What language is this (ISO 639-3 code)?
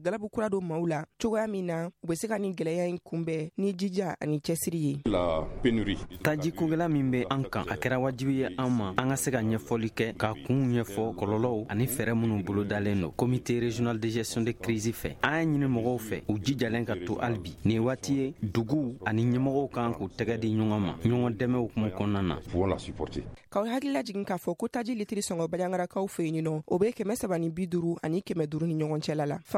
bam